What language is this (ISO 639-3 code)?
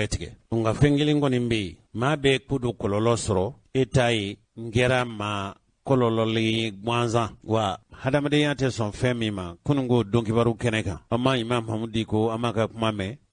bam